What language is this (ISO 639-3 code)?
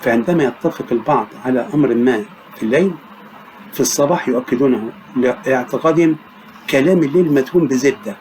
arz